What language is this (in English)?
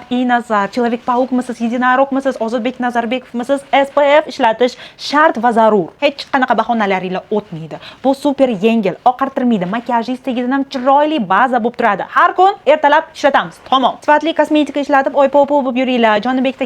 Uzbek